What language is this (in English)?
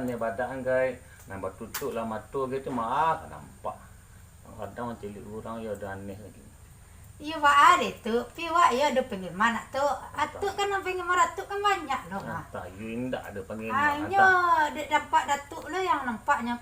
Minangkabau